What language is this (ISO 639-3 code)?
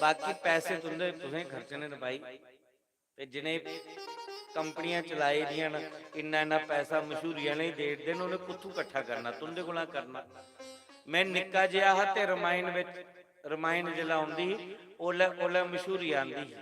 doi